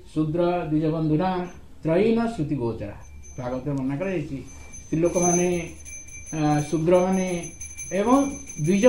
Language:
Odia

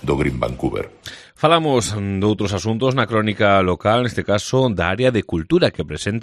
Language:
Galician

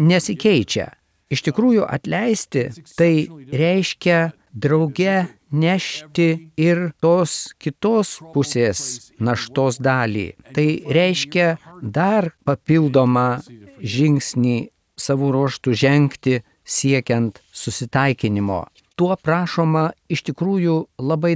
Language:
Lithuanian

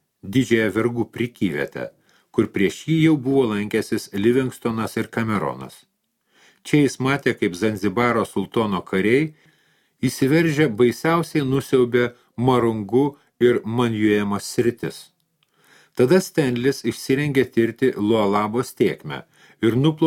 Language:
Lithuanian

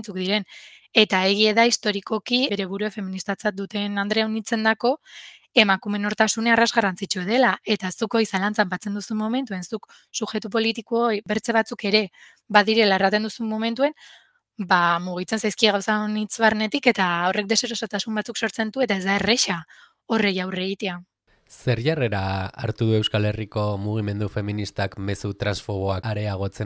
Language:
Basque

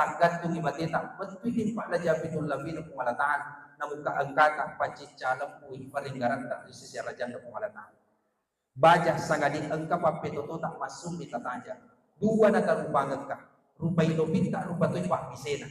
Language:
Buginese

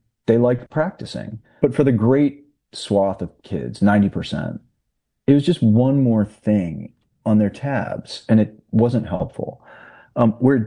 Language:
English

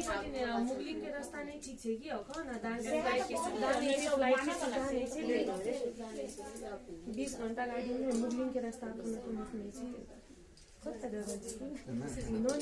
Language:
Maithili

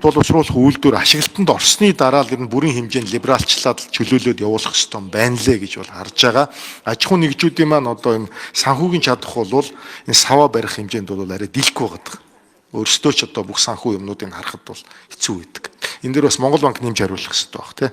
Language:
Mongolian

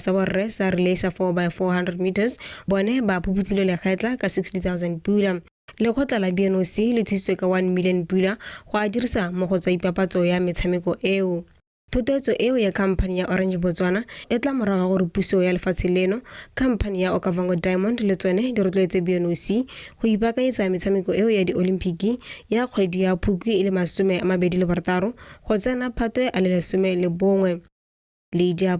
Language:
Tswana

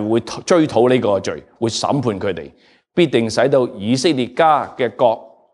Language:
Cantonese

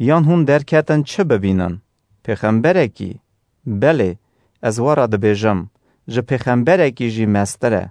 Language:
Kurdish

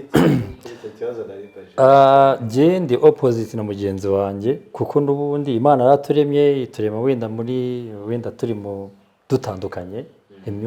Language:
Kinyarwanda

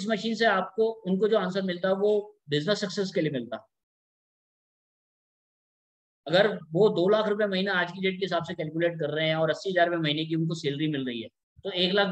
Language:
Hindi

